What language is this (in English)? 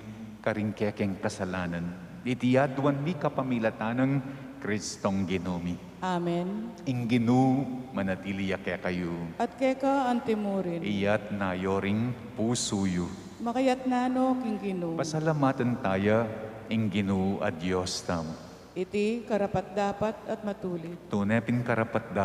Pampanga